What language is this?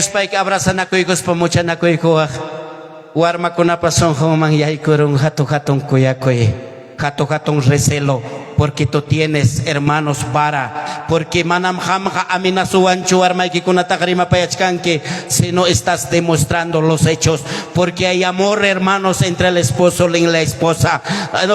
Ayacucho Quechua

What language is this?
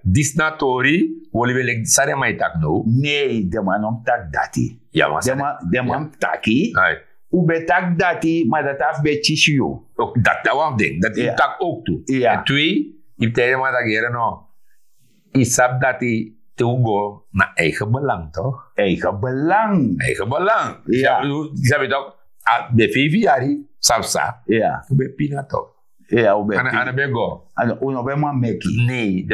Sranan Tongo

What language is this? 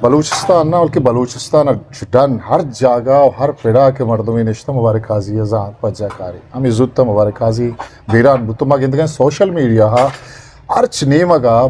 Eastern Balochi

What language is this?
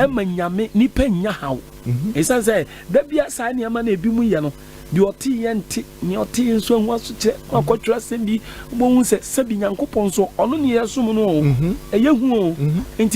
Akan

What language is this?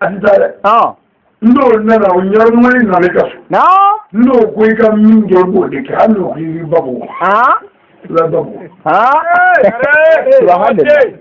Bambara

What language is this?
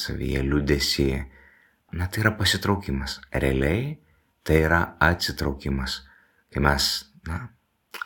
Lithuanian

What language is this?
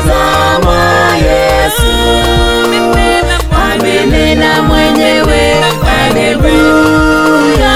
Swahili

